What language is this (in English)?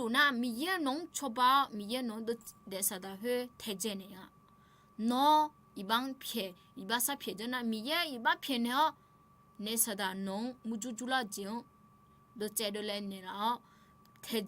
Akha